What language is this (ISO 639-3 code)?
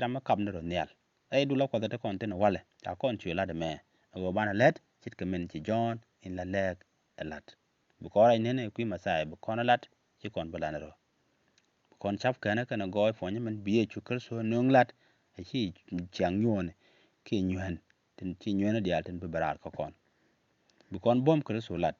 nus